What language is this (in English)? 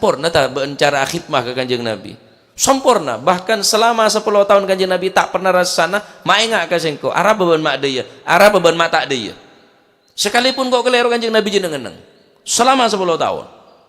Madurese